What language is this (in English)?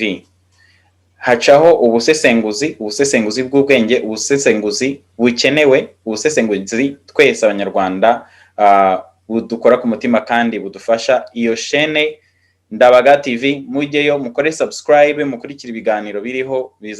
Kinyarwanda